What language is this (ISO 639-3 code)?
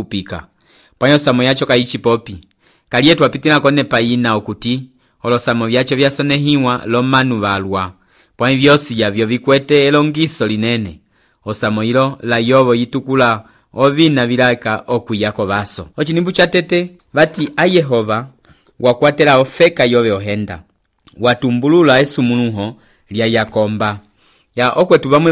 umb